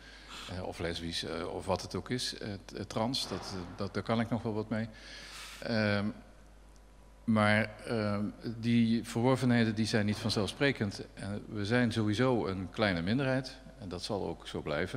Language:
Dutch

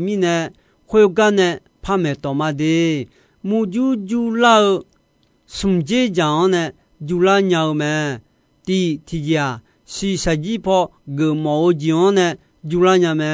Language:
Akha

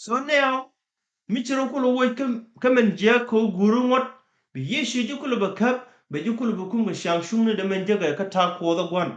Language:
Nuer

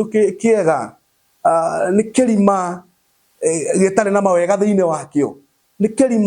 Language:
Kikuyu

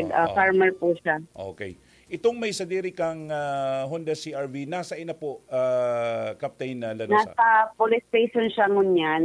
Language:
Bikol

